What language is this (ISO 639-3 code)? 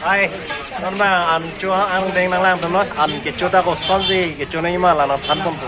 mjw